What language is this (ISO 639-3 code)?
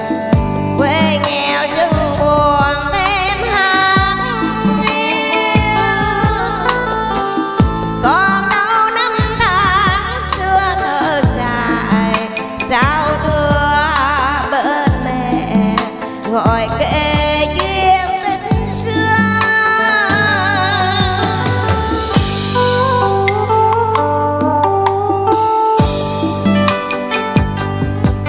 vie